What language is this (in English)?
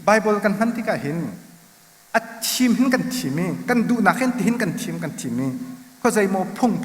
Hakha Chin